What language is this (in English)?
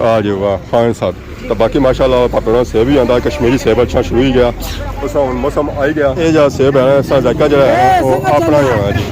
Pahari-Potwari